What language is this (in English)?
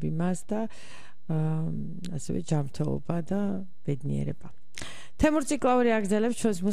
Georgian